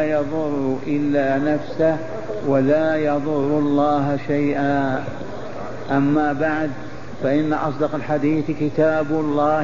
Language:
Arabic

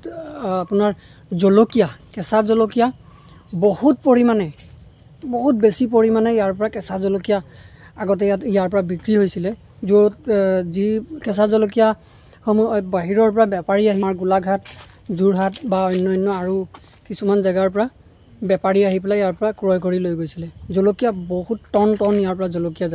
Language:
Assamese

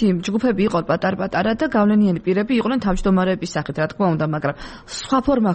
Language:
Georgian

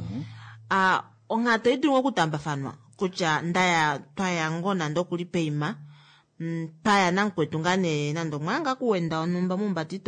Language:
Kuanyama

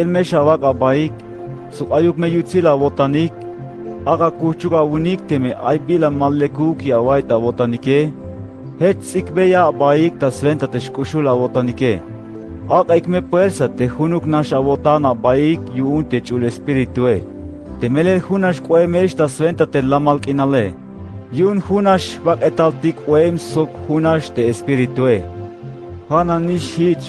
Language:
Tzeltal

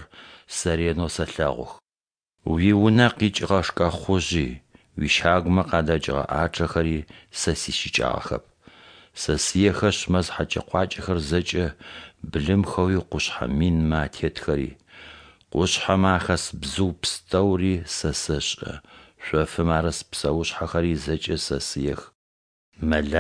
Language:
Adyghe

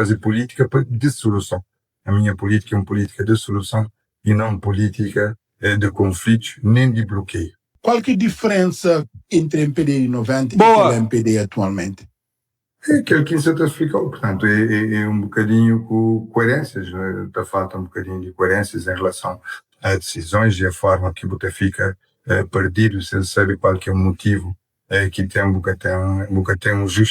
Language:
Kabuverdianu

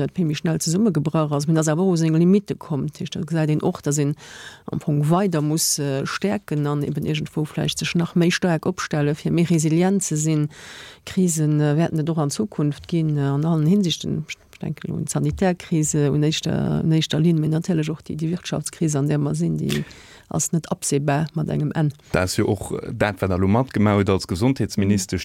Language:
Luxembourgish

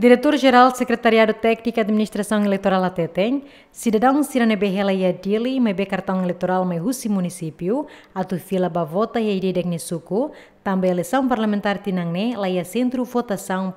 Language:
Tetum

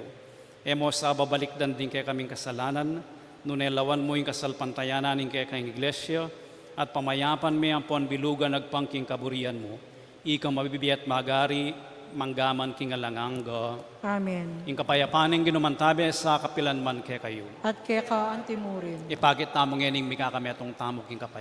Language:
Pampanga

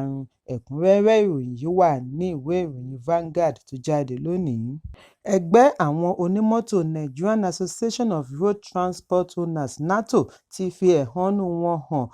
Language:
Yoruba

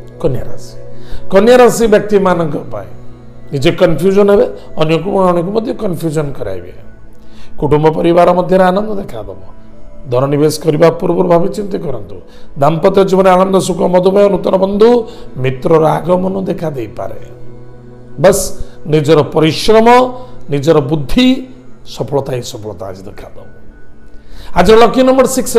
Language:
Odia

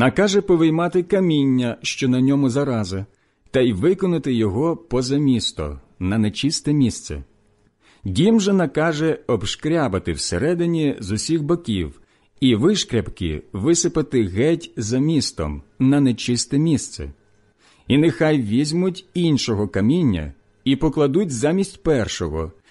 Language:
Ukrainian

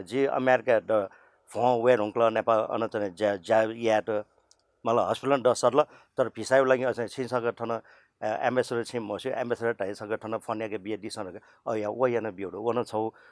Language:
Newari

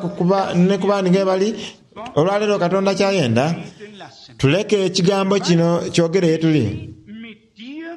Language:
Soga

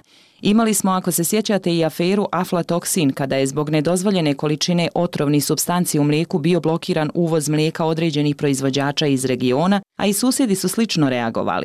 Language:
Bosnian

